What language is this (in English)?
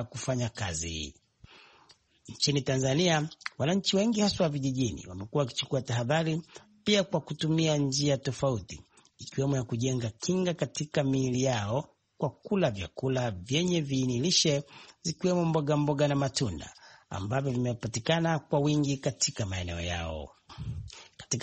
Swahili